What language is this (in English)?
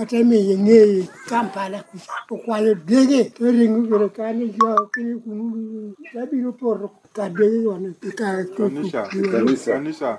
Lango (Uganda)